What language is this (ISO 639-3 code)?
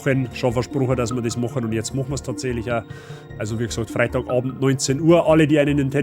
bar